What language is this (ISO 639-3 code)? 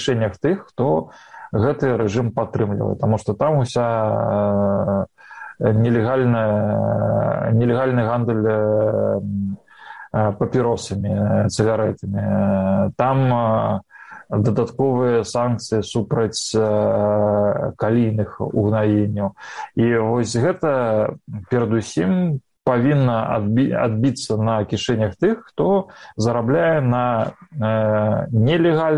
bel